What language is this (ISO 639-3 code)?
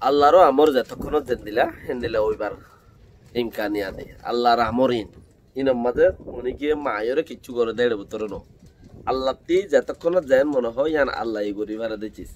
rhg